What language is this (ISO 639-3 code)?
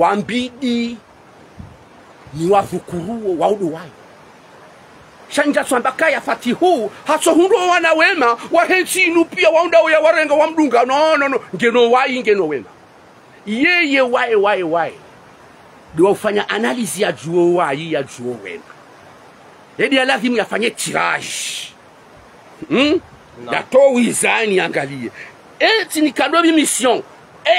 swa